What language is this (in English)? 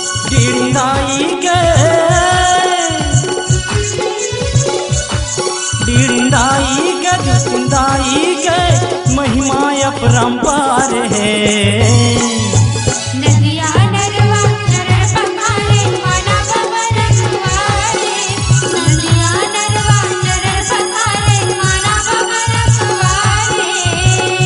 Chhattisgarhi